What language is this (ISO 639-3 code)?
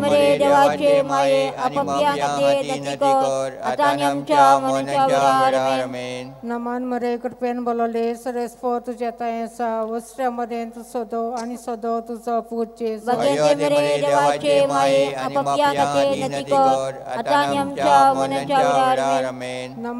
kok